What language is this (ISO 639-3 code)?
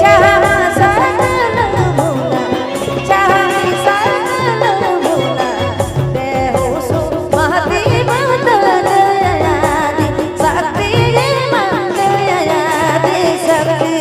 sck